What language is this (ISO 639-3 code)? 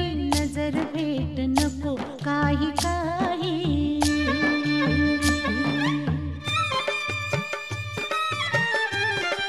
mar